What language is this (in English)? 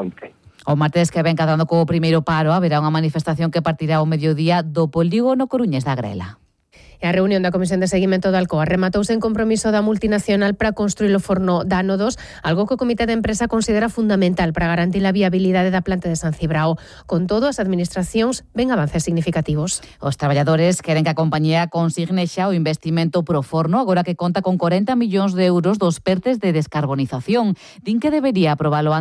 Galician